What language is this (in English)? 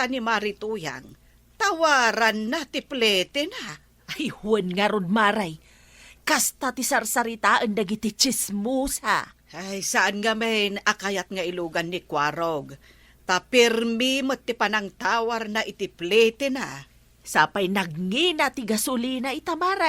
Iloko